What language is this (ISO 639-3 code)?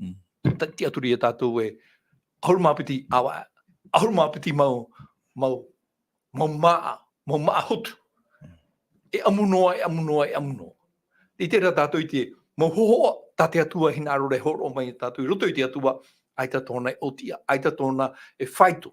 tah